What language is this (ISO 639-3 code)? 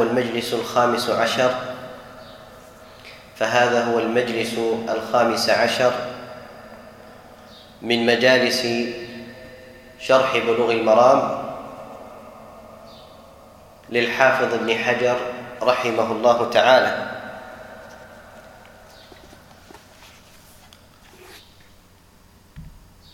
ara